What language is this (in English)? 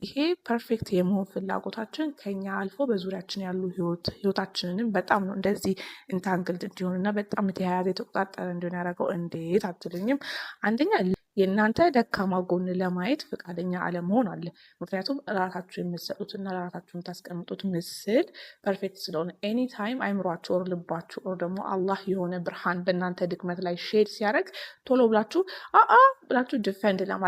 Amharic